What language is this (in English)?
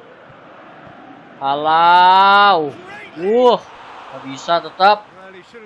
Indonesian